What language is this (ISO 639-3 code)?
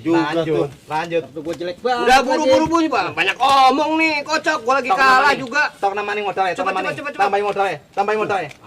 bew